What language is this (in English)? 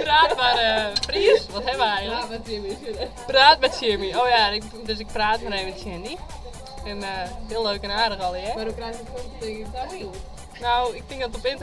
Western Frisian